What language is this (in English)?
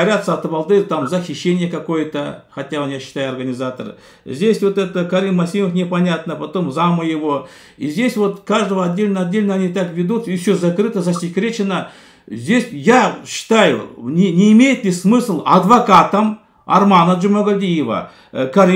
Russian